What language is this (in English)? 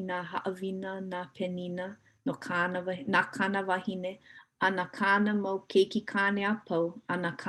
Hawaiian